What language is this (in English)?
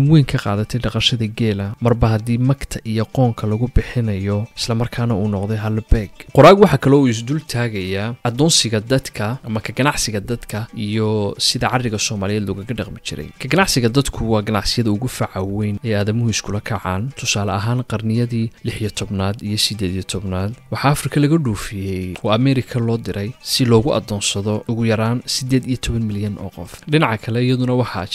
Somali